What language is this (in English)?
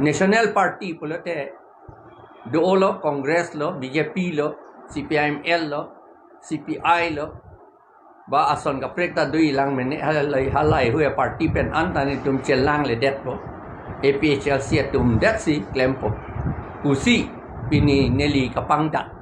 Karbi